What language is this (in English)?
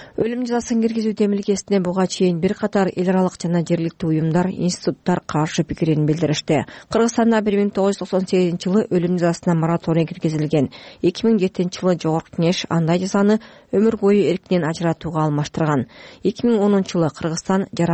Kyrgyz